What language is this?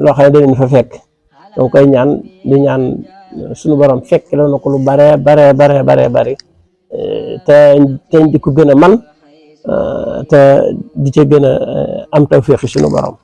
Wolof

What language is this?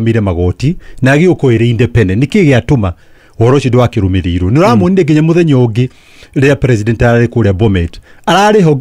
Kikuyu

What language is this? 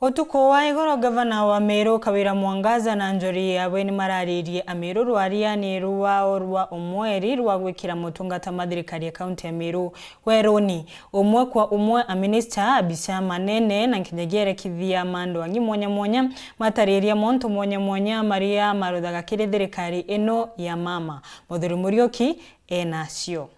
Meru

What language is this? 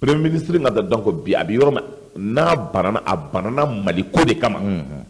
Bambara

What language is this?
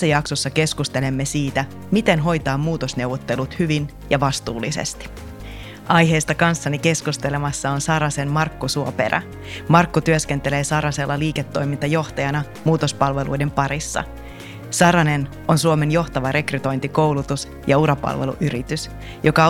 Finnish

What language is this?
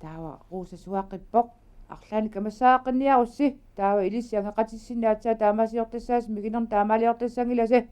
Kalaallisut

